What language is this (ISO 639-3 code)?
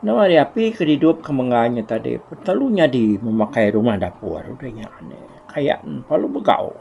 iba